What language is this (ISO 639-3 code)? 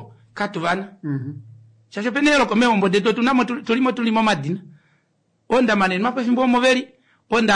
kua